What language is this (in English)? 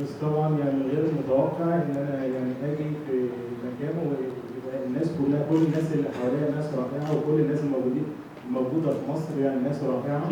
Egyptian Arabic